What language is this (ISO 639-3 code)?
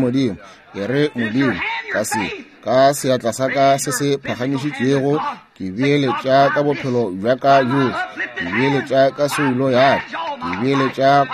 nso